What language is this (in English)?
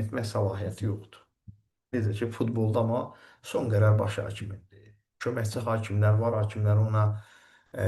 Azerbaijani